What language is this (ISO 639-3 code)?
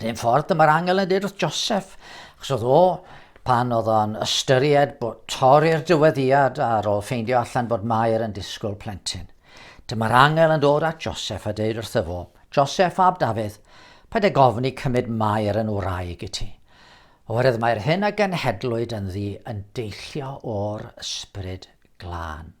cym